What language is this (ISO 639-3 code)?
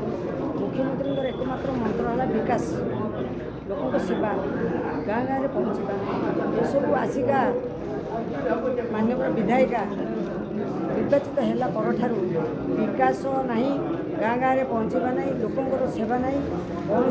ori